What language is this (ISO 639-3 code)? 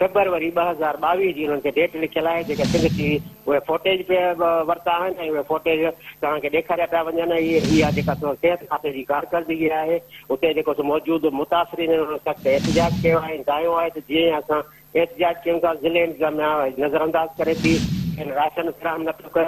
snd